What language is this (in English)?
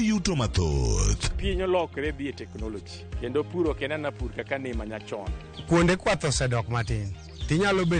Luo (Kenya and Tanzania)